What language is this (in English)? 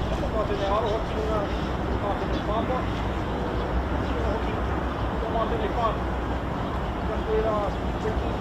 Māori